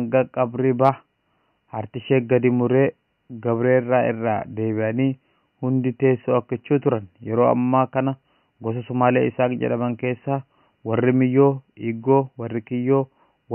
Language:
Oromo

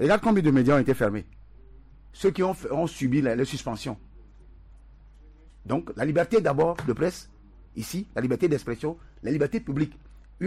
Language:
French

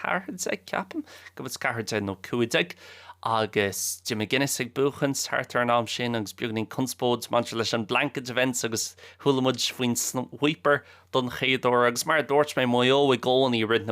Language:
Irish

